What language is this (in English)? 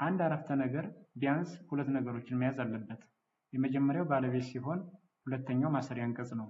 Amharic